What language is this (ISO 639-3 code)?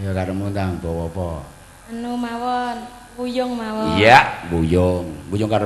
jav